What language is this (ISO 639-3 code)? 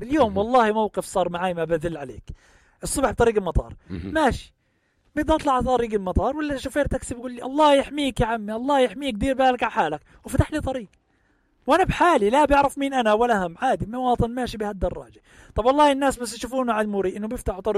apc